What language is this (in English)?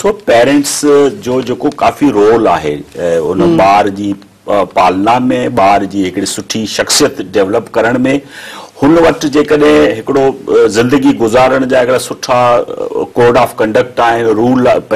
Sindhi